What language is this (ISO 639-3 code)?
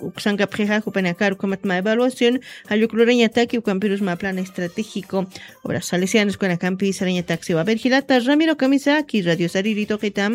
aym